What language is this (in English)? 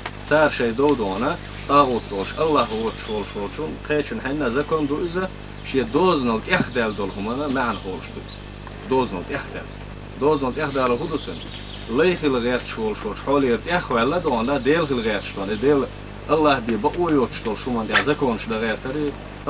Chechen